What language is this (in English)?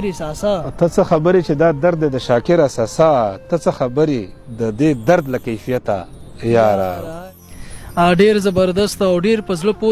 Pashto